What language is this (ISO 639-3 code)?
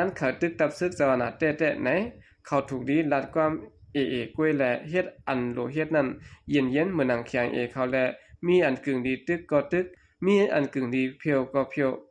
shn